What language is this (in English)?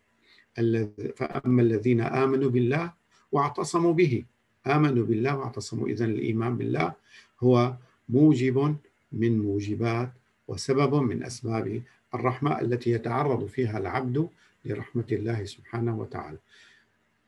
Arabic